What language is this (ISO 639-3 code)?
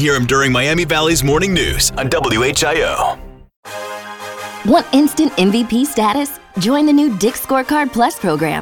eng